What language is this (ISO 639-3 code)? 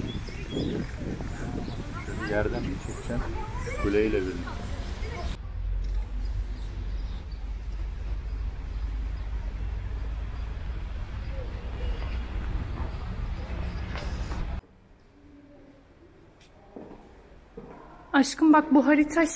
tur